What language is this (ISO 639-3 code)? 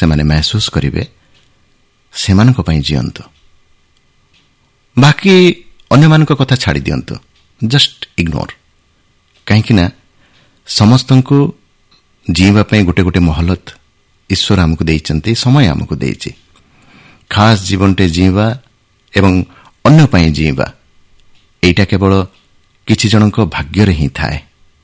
ori